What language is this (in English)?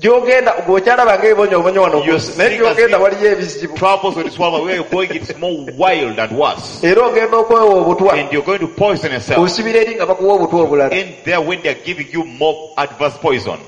Ganda